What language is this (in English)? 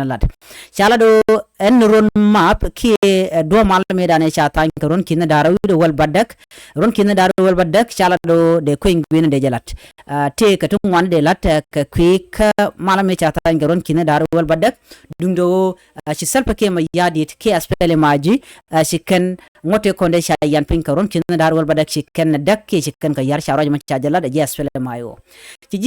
Nuer